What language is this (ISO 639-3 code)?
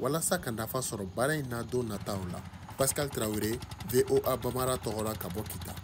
bam